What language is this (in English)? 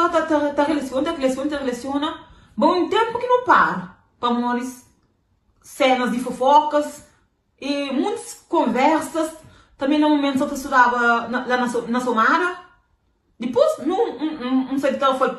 Kabuverdianu